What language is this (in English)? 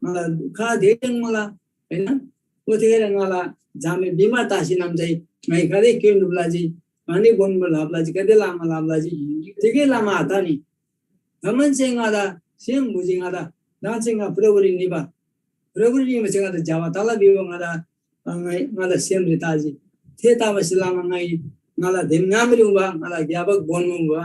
Eastern Tamang